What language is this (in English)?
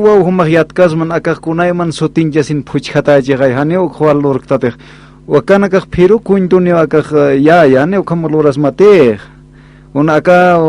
Aymara